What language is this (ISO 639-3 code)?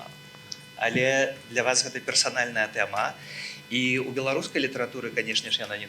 bel